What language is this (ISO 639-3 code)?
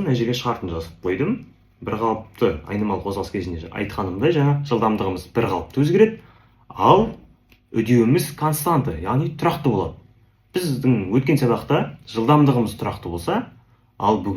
kaz